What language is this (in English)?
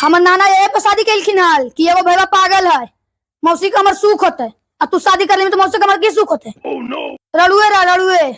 Magahi